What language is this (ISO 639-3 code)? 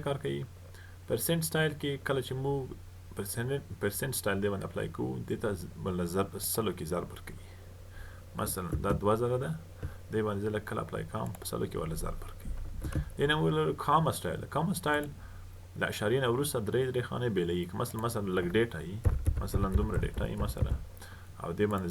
pus